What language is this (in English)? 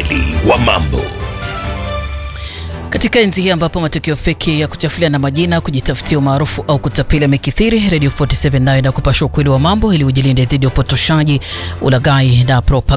Swahili